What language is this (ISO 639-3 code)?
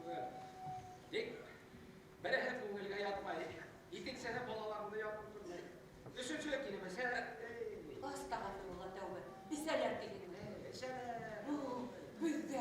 bak